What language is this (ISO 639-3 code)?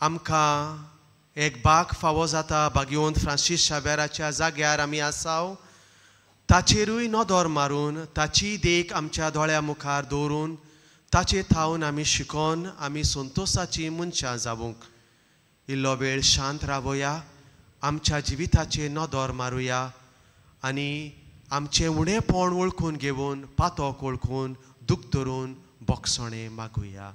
kok